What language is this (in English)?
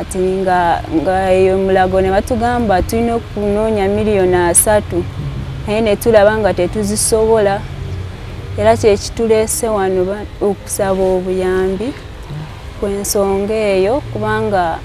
Ganda